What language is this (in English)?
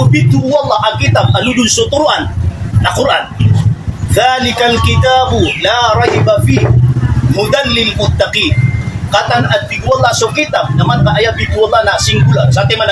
Maranao